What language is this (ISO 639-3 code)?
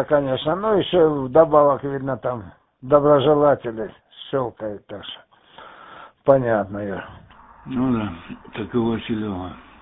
rus